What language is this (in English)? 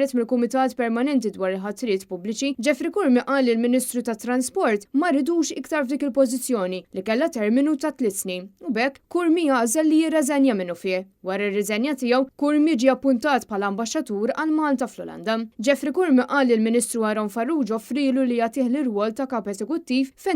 Maltese